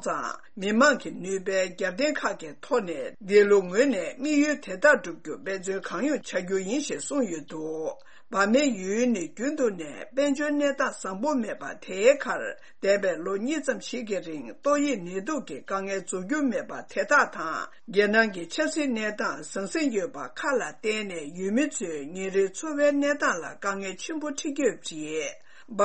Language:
Tibetan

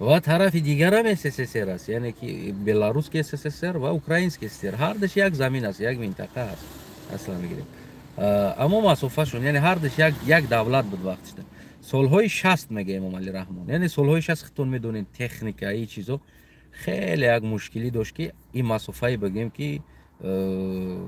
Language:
Tajik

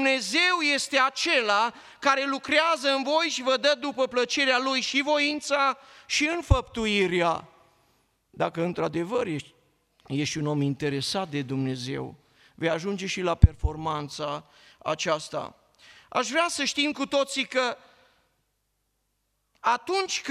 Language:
Romanian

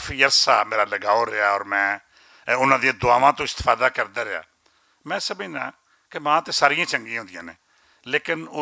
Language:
Western Panjabi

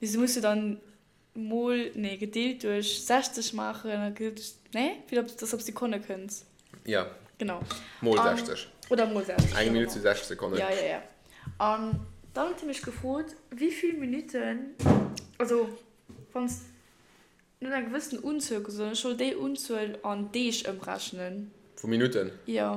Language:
Luxembourgish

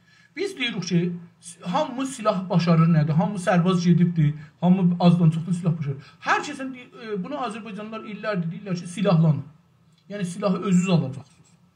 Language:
South Azerbaijani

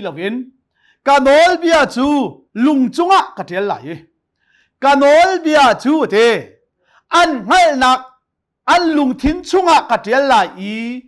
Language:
Hakha Chin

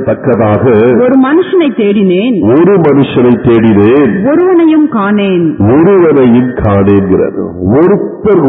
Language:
Tamil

